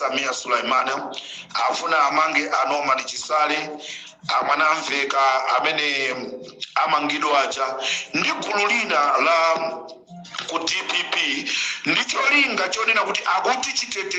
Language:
Nyanja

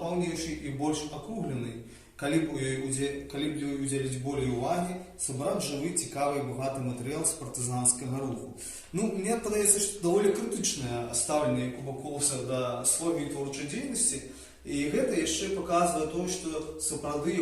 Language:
Belarusian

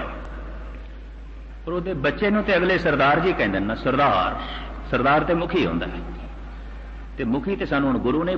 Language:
Punjabi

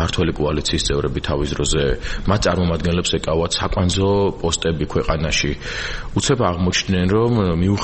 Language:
Georgian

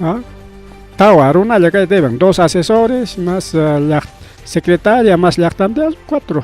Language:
Ayacucho Quechua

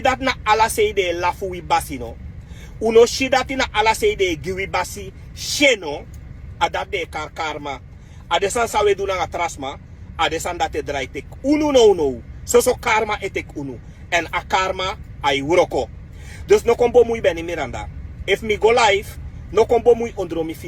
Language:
Sranan Tongo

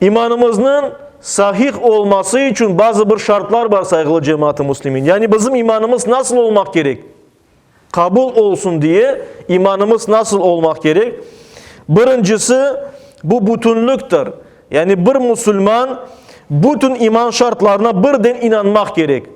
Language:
Crimean Tatar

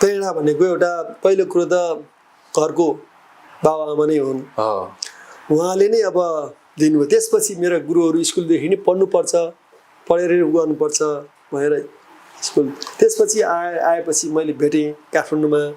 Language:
Nepali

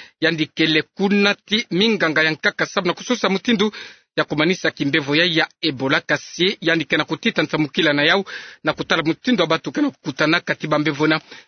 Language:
Kituba (Democratic Republic of Congo)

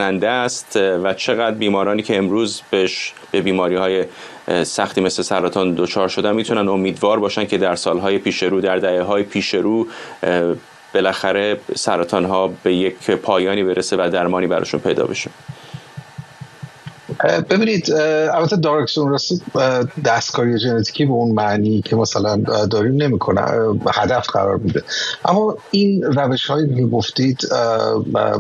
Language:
Persian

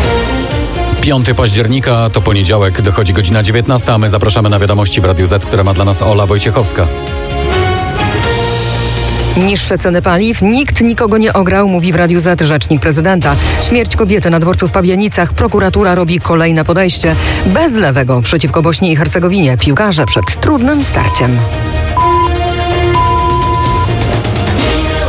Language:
Polish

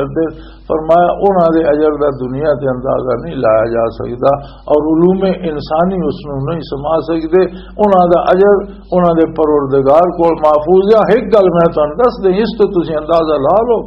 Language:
Western Panjabi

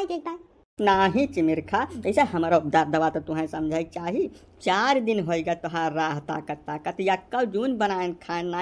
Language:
Awadhi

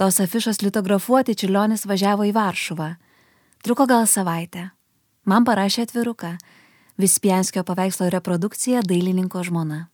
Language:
Lithuanian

